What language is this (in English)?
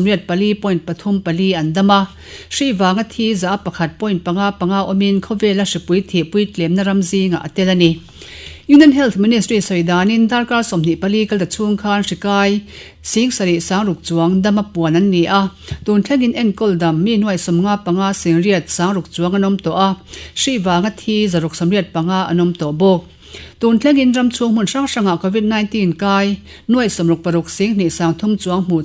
Mizo